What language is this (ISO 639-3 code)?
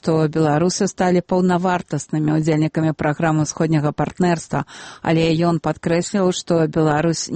bel